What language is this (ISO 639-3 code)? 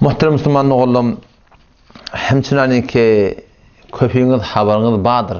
tuk